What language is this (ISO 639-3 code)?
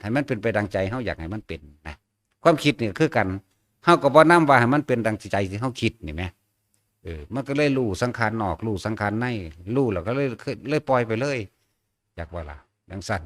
tts